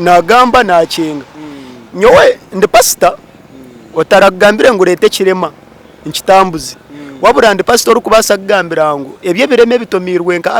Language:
Nyankole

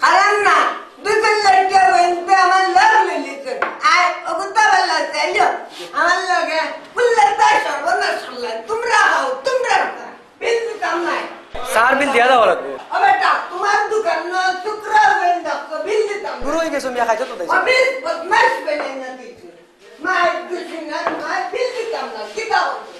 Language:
Sylheti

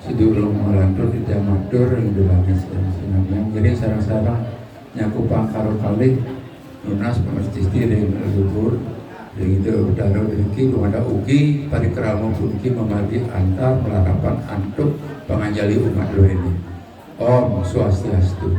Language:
Balinese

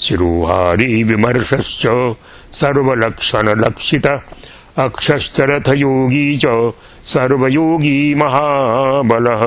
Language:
Sanskrit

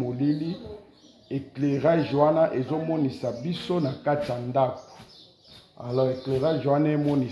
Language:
Lingala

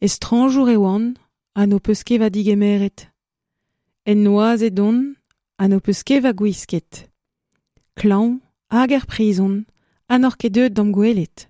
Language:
Breton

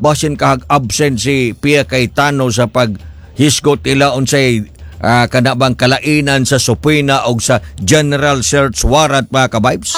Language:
Cebuano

